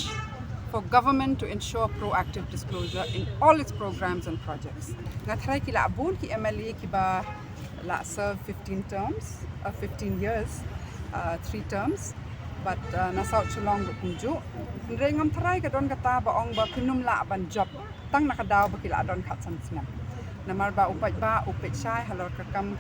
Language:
Khasi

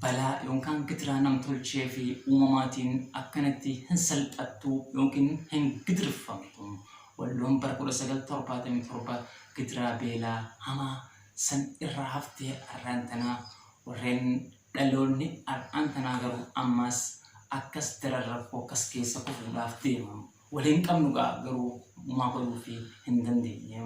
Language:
Oromo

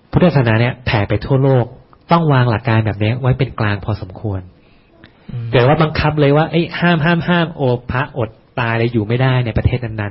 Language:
Thai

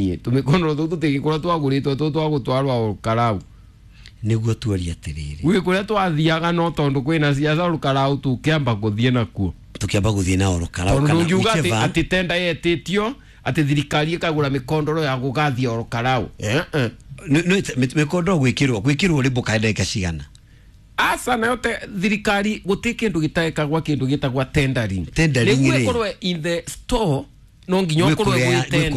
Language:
Kikuyu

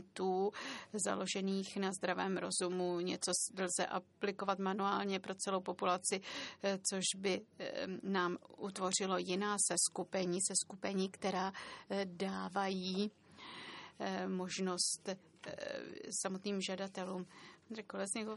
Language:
Czech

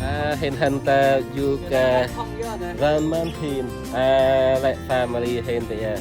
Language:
Central Mnong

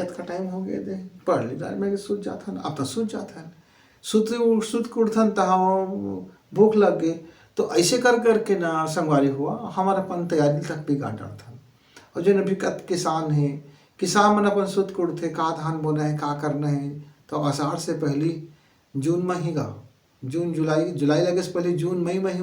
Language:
Chhattisgarhi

